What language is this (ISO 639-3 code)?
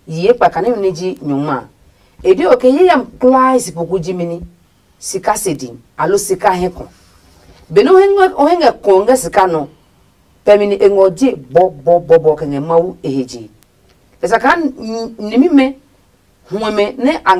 ada